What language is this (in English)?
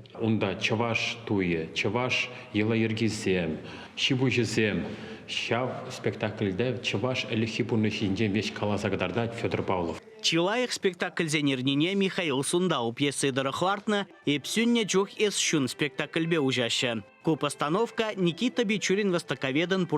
Chuvash